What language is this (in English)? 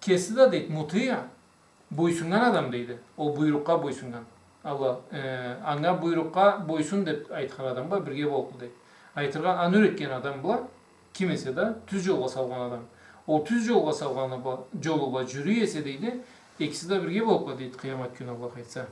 Karachay-Balkar